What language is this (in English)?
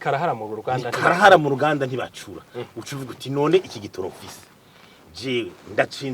Rundi